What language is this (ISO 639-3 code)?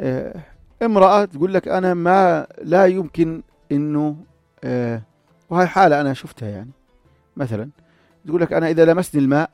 apc